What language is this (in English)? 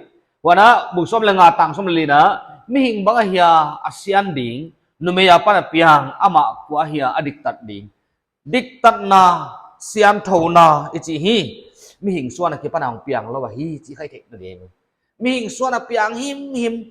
Paite Chin